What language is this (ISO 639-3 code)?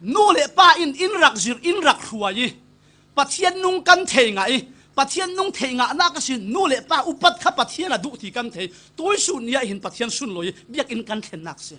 cfm